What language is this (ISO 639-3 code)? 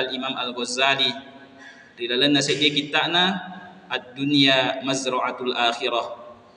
bug